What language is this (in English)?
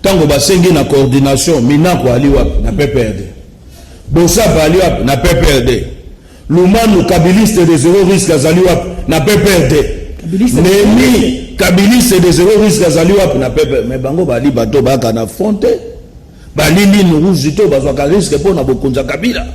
Lingala